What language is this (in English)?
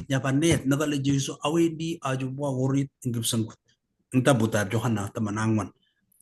Kalenjin